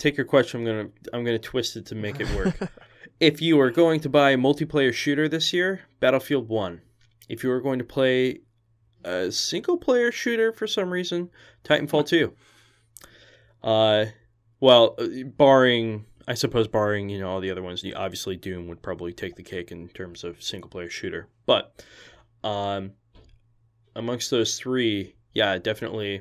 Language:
English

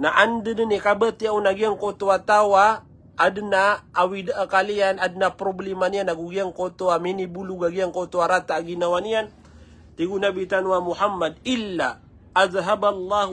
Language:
Maranao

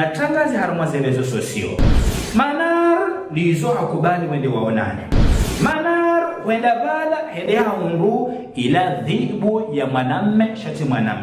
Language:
Ngazidja Comorian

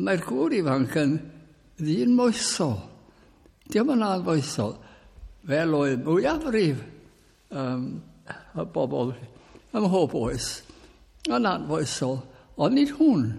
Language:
Welsh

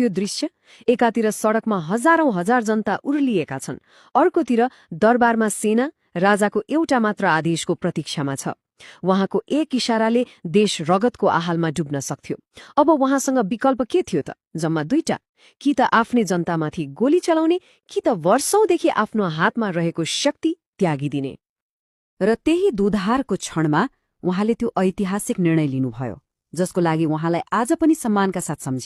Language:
Nepali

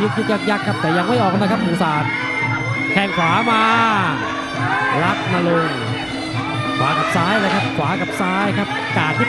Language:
Thai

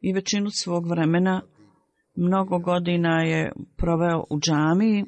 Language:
Bosnian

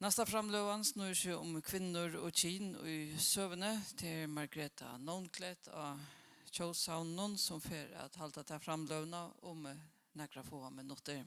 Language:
Faroese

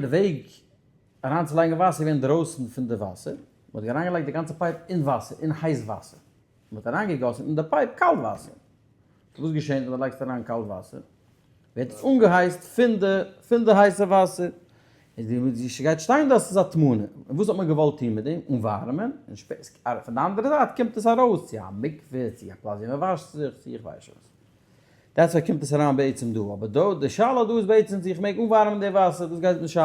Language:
Yiddish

